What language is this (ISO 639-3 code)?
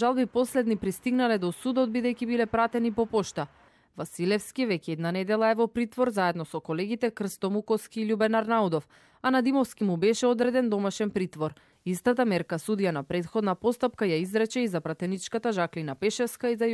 mkd